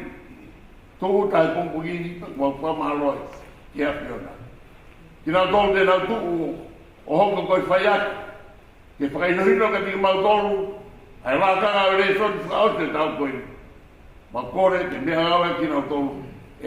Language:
Tongan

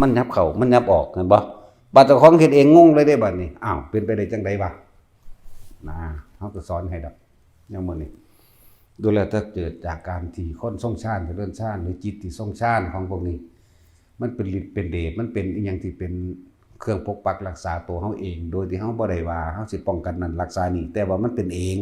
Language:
Northeastern Thai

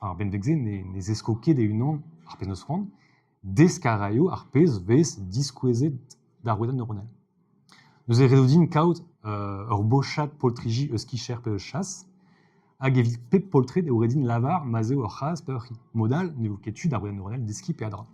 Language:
Breton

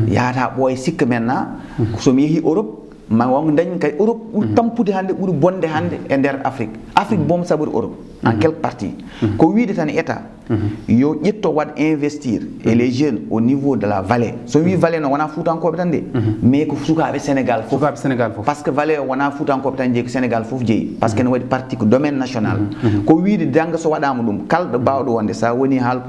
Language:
Fula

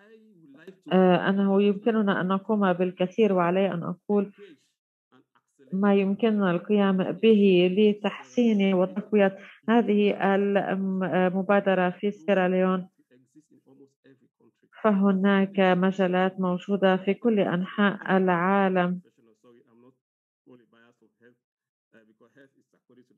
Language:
Arabic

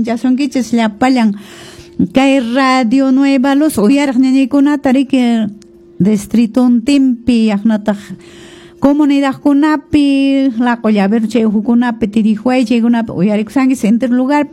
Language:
Quechua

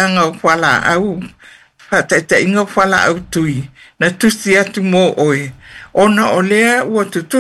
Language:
Samoan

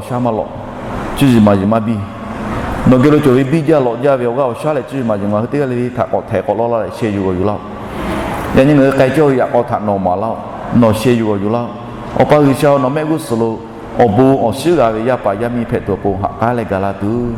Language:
Lahu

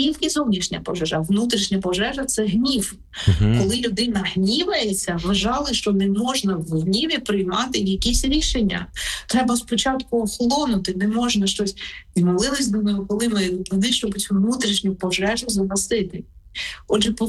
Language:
Ukrainian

